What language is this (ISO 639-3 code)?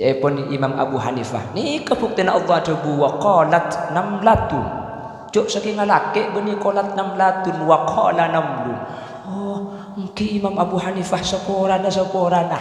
mad